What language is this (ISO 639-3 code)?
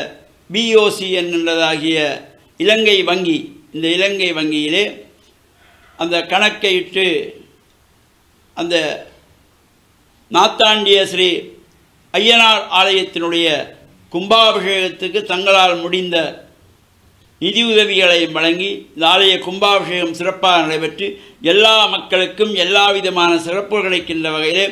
tam